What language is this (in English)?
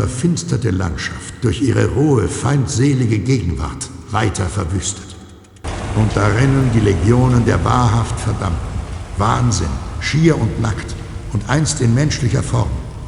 Bavarian